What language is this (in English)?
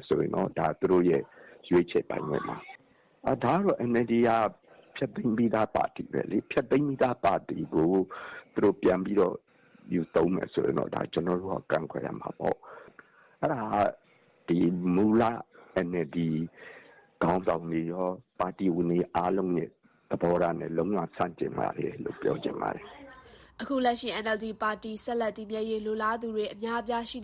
Burmese